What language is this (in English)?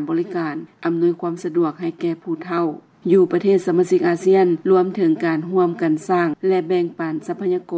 Lao